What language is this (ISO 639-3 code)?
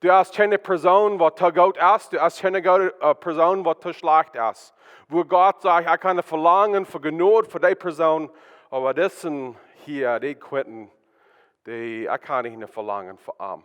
pdt